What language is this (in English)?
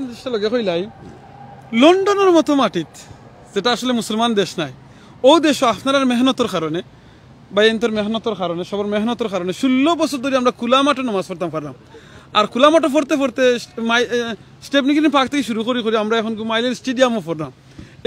Sylheti